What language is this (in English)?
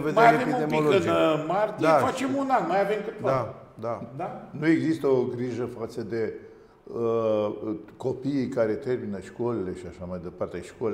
Romanian